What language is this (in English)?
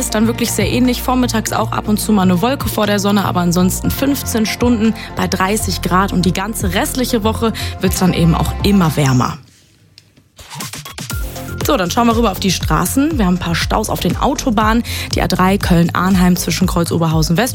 German